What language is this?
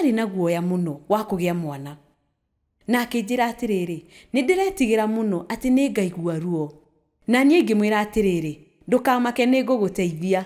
Kikuyu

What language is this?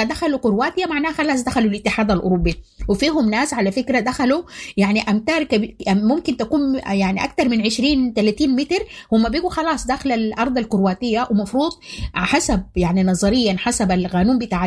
Sudanese Arabic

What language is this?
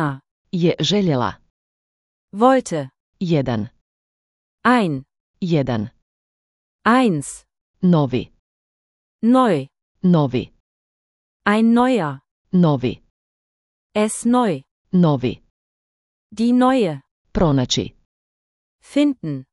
Slovenian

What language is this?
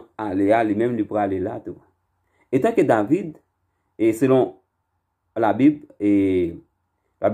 Haitian Creole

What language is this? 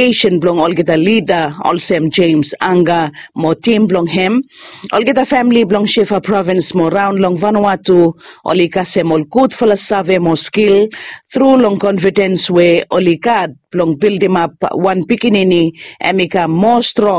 Bislama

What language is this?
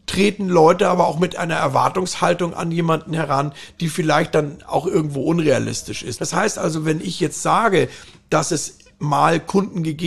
German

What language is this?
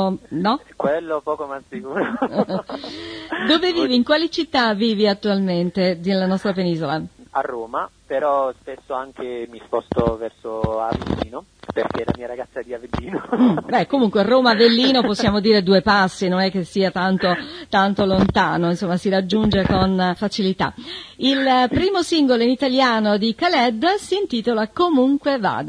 Italian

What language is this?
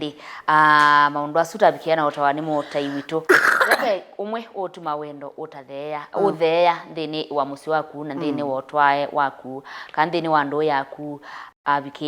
Kamba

